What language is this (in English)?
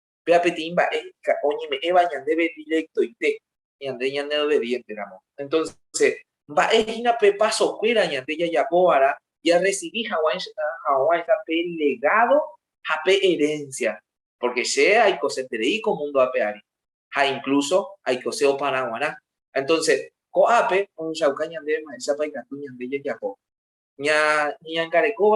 Guarani